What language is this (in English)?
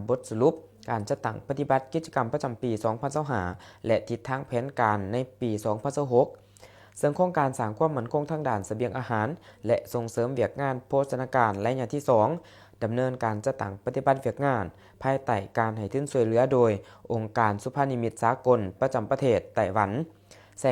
Lao